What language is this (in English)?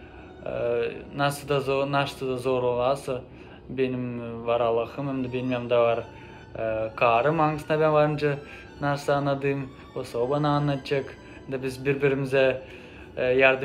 Gagauz